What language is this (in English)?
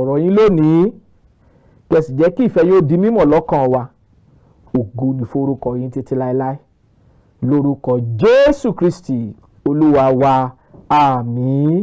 Yoruba